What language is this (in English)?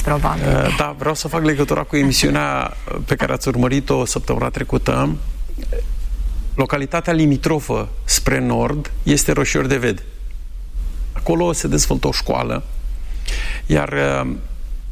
Romanian